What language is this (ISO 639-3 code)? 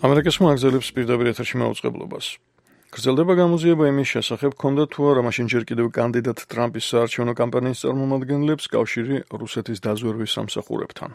kat